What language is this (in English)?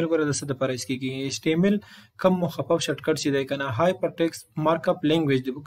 Pashto